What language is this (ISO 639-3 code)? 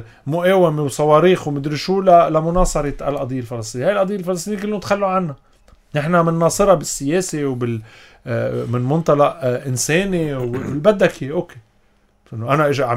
apc